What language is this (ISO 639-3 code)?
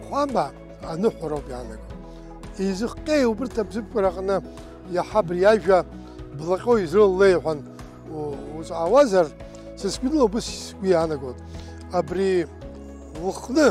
abk